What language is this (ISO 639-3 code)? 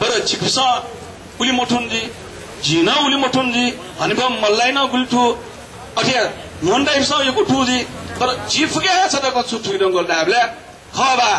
new